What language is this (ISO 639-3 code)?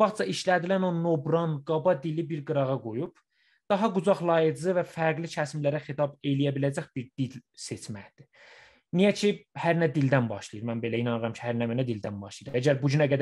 azb